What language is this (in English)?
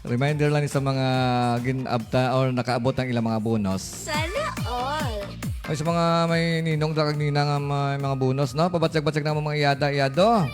Hiligaynon